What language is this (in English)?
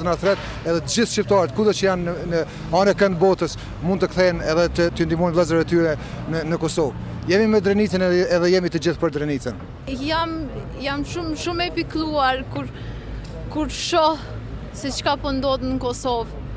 Albanian